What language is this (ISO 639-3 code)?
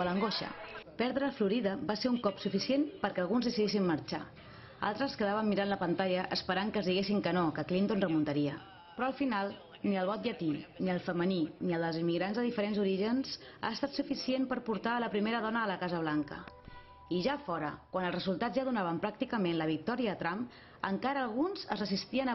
cat